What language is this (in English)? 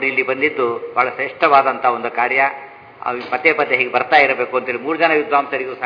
Kannada